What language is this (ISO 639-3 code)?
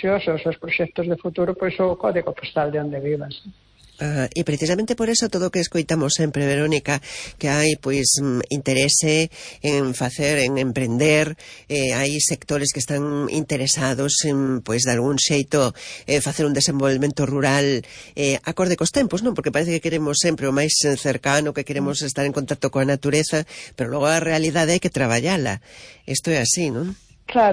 glg